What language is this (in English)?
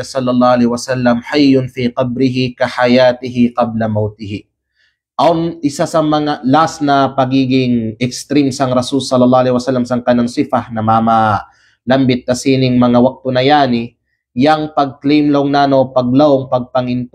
Kalagan